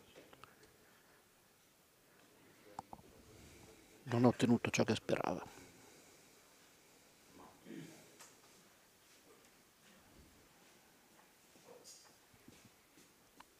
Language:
Italian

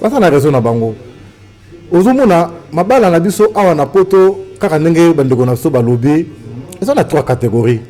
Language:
Lingala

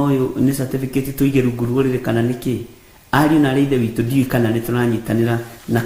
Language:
Kikuyu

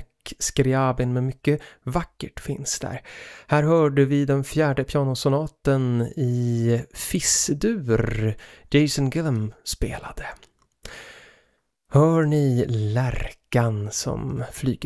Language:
Swedish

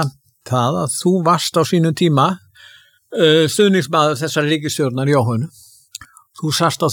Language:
Icelandic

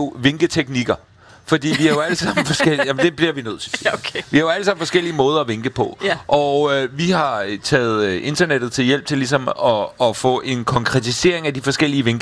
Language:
Danish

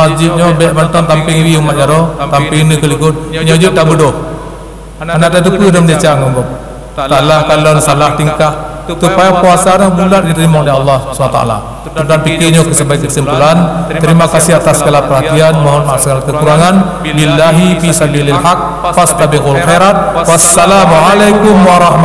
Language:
Achinese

